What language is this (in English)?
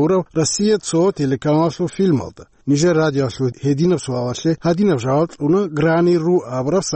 Avaric